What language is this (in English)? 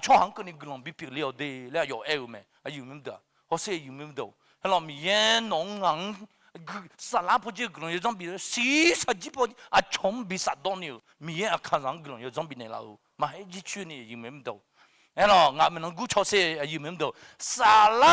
Akha